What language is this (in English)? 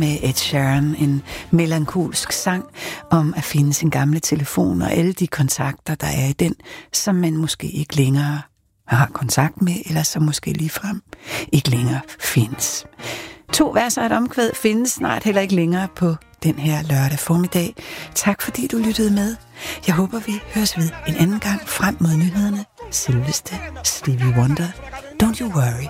Danish